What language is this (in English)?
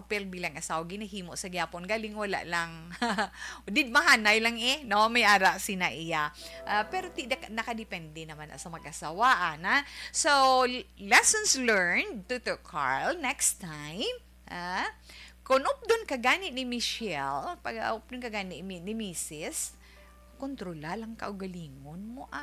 Hiligaynon